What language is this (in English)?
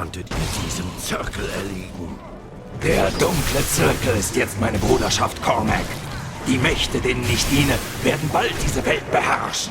Swiss German